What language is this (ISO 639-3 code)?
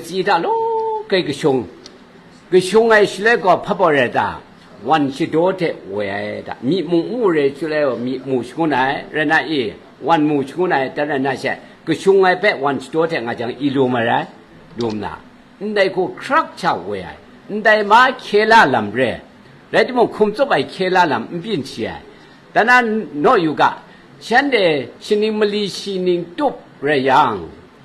kac